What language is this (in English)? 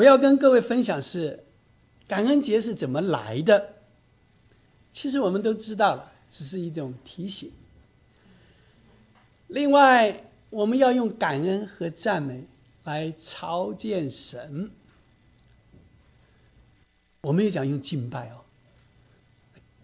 Chinese